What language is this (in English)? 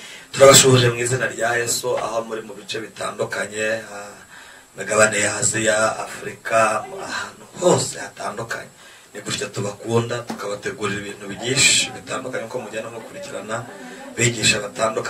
Kinyarwanda